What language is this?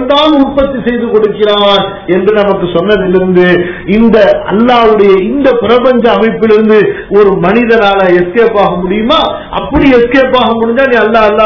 Tamil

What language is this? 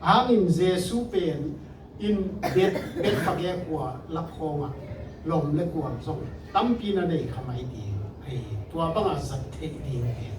Tedim Chin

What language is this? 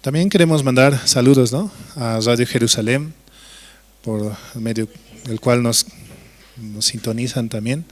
Aymara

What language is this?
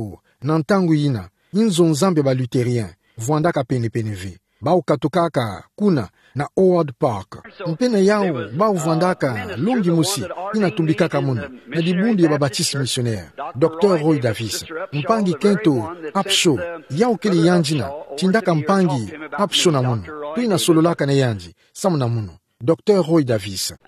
Kituba (Democratic Republic of Congo)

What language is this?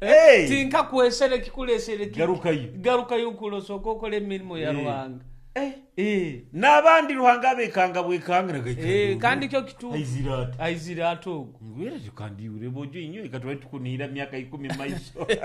Nyoro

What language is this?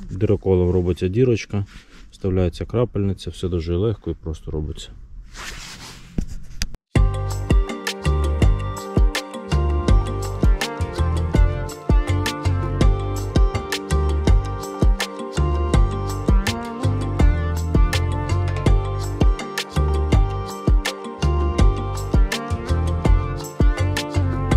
Ukrainian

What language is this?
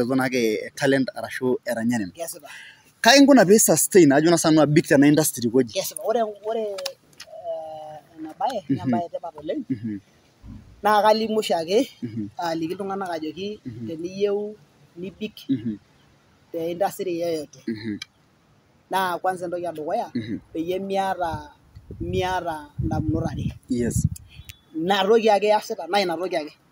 Masai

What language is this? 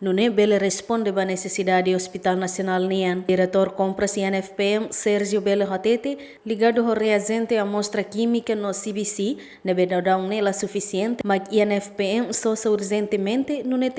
Tetum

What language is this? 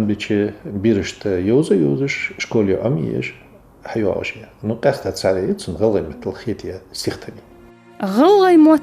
Ingush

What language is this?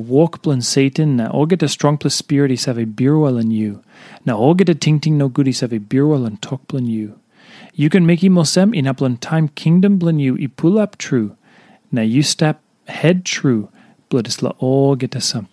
Tok Pisin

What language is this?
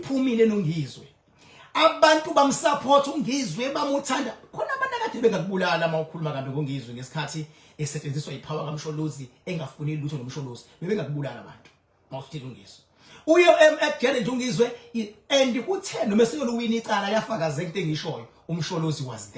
Zulu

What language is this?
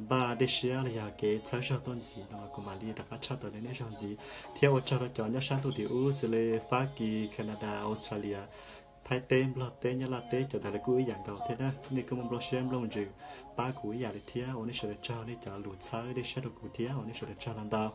Hmong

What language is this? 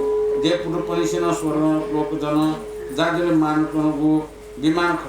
Newari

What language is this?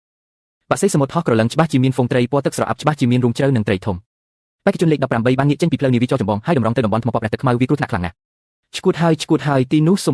Khmer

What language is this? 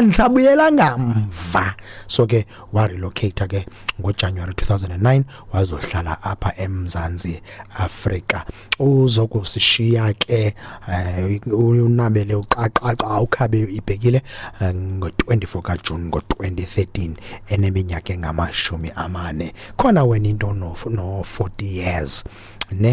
Xhosa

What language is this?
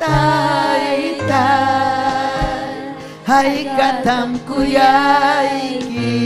Ayacucho Quechua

